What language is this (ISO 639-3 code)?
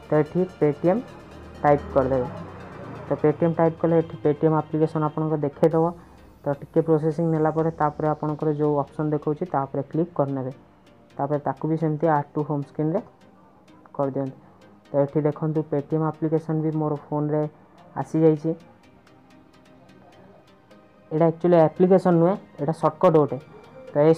ori